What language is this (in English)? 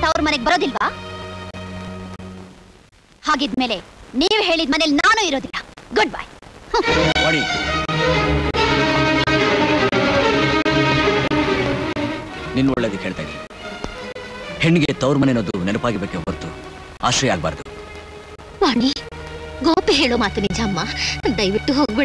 Kannada